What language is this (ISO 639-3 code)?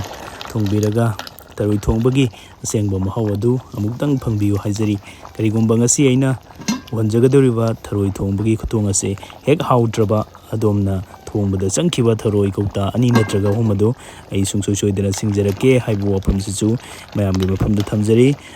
mni